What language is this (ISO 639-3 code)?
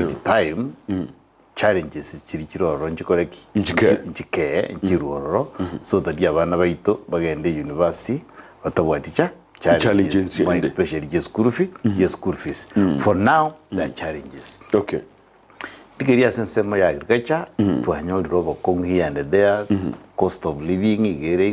guz